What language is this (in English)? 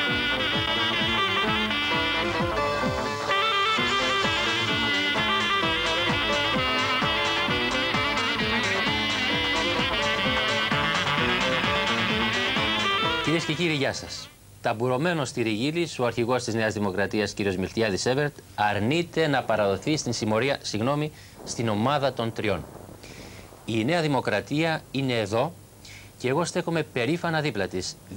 Greek